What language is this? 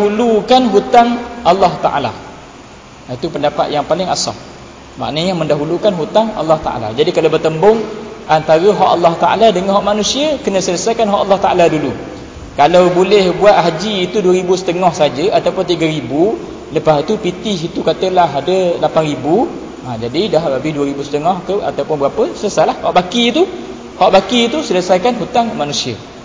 Malay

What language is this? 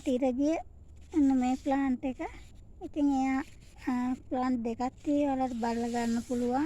Sinhala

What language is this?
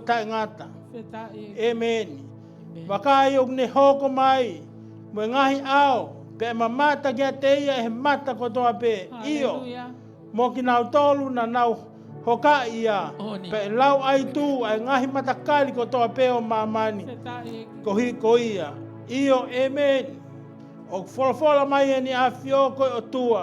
Tongan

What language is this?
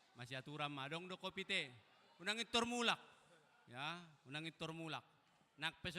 Batak Toba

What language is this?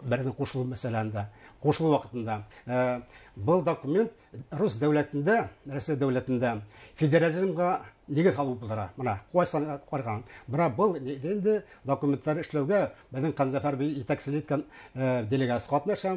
Bashkir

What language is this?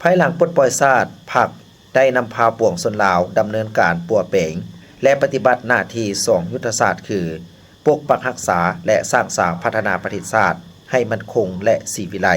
Lao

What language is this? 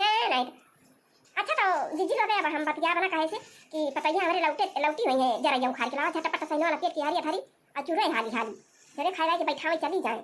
Awadhi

